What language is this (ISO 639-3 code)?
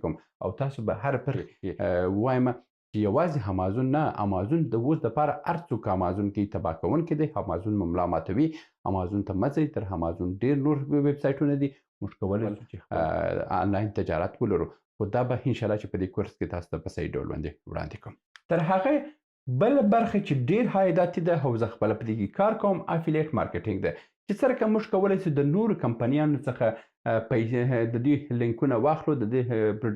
pus